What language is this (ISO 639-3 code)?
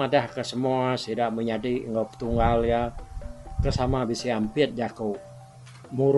iba